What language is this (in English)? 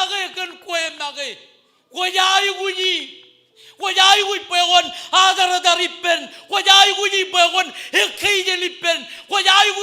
Marshallese